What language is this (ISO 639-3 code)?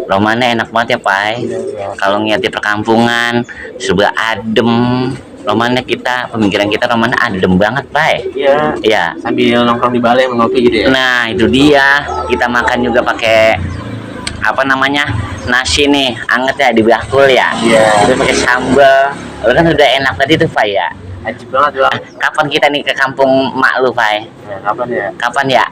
bew